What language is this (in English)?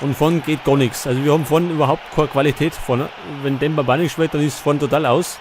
Bavarian